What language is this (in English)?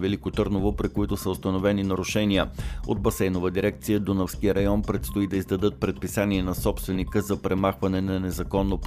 Bulgarian